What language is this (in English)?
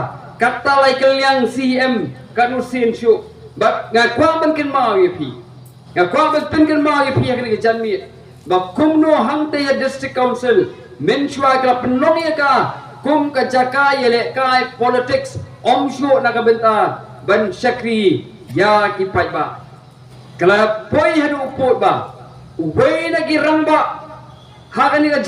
Khasi